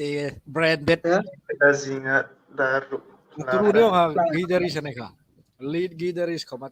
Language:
Hmar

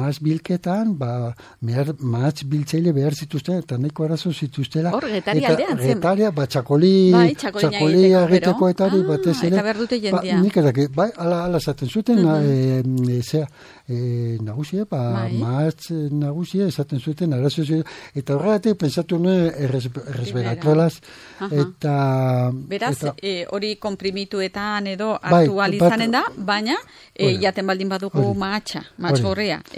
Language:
Basque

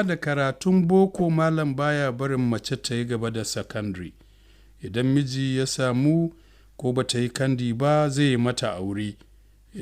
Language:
Hausa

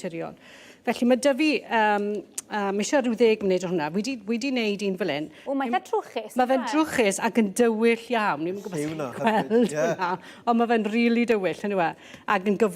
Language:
Welsh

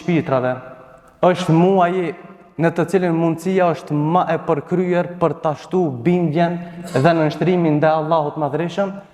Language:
Albanian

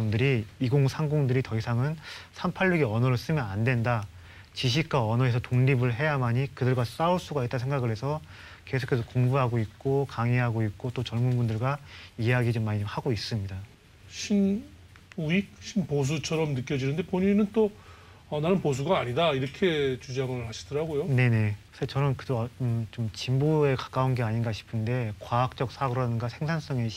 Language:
Korean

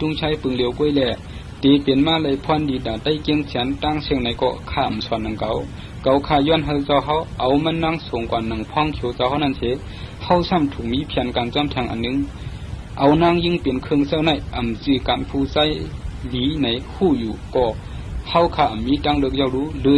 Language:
Shan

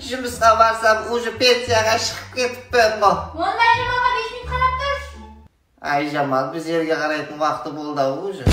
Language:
Kara-Kalpak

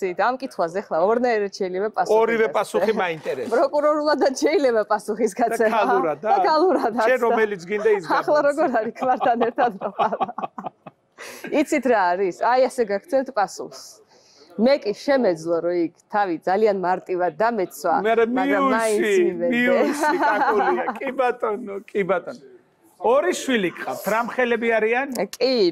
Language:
Georgian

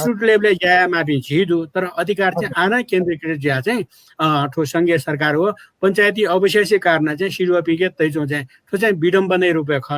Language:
Newari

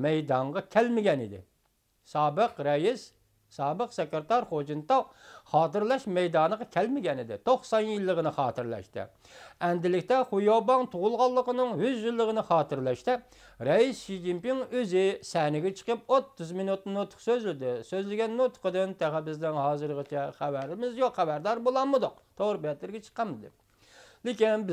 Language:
Uyghur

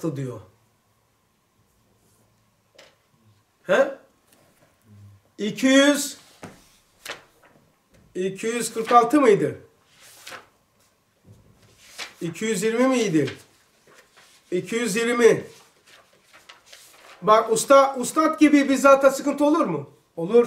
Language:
Turkish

